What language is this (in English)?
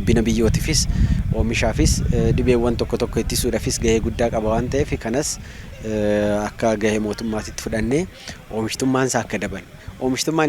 Oromo